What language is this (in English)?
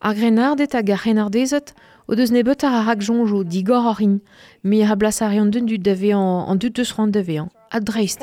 Breton